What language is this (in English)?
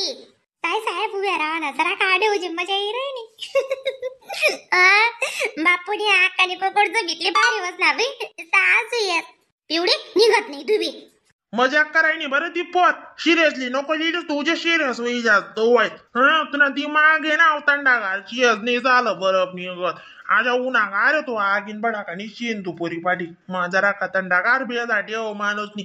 Khandesi